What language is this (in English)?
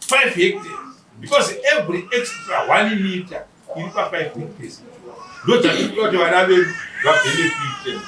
Shona